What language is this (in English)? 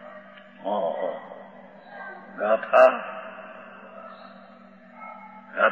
Hindi